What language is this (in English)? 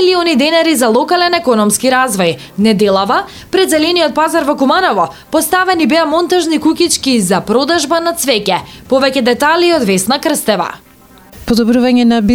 Macedonian